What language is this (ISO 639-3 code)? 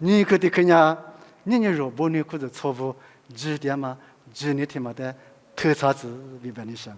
lis